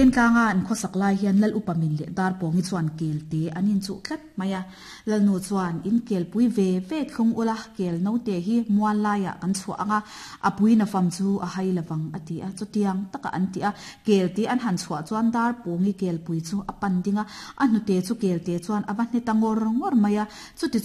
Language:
Mizo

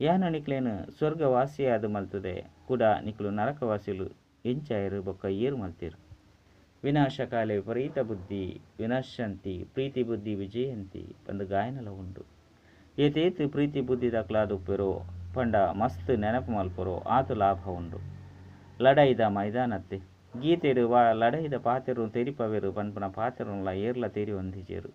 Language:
Tulu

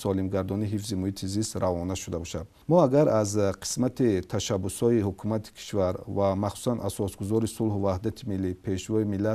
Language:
Tajik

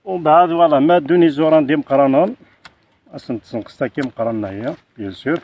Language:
Kabyle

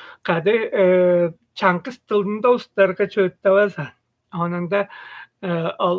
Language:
Tuvinian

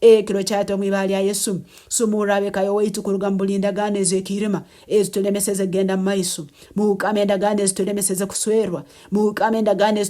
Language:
Nyankole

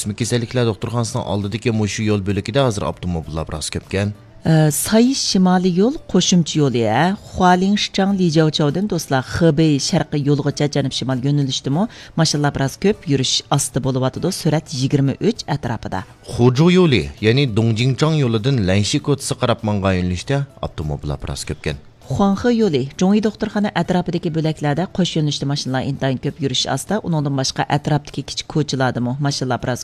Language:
Uyghur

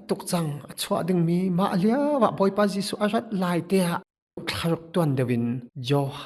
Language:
Hakha Chin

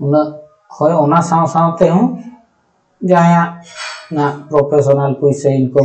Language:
Santali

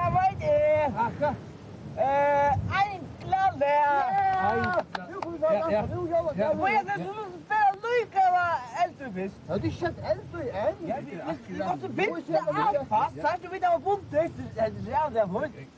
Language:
Faroese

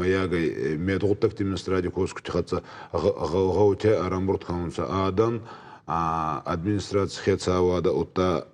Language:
Ossetic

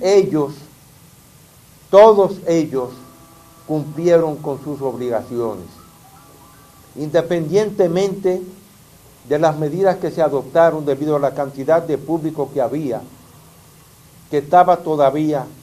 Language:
Spanish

